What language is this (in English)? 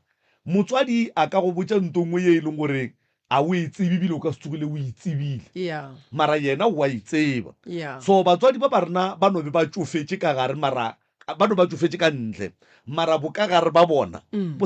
Northern Sotho